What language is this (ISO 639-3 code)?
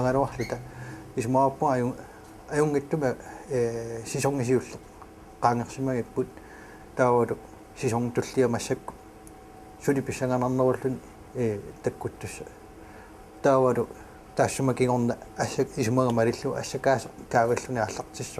kal